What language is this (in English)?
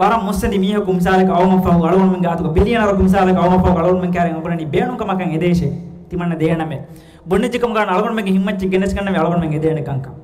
Divehi